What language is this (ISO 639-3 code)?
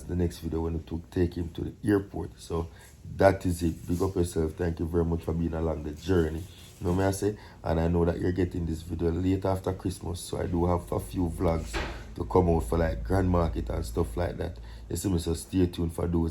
jam